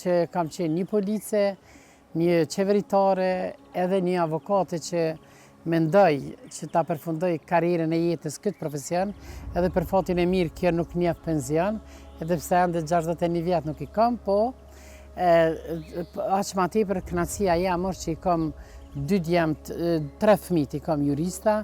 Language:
Albanian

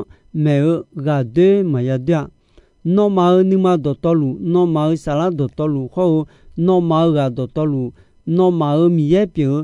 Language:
Akha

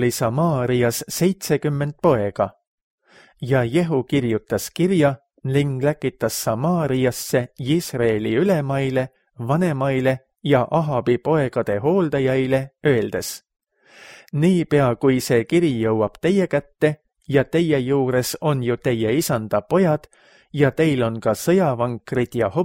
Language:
Estonian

